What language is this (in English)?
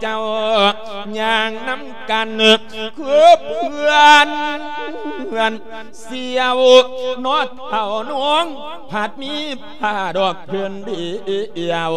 Lao